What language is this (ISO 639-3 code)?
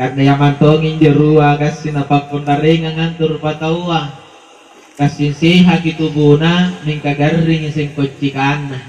mak